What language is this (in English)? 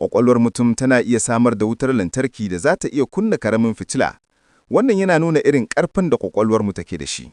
Hausa